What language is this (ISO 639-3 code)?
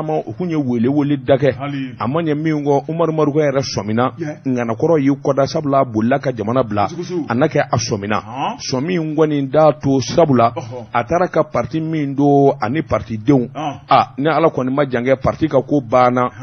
bam